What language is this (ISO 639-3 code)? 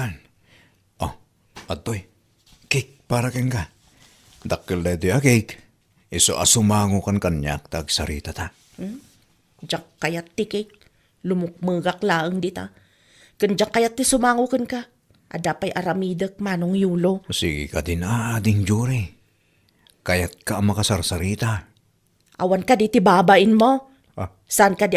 ilo